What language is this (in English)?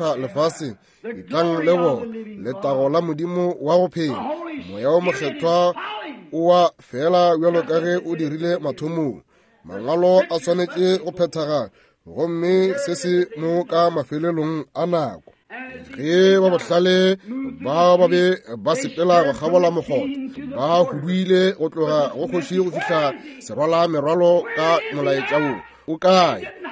Northern Sotho